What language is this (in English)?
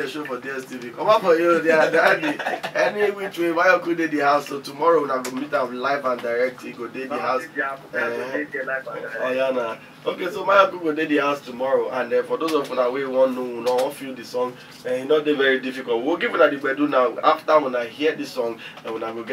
Nigerian Pidgin